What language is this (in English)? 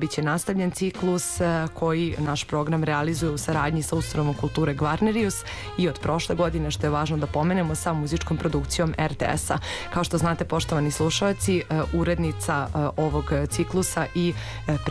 Serbian